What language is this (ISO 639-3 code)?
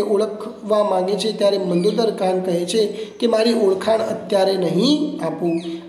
guj